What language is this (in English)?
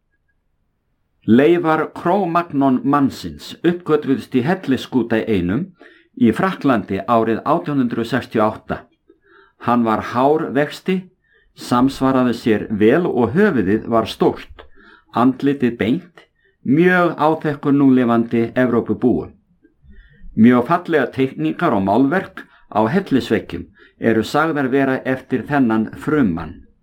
Icelandic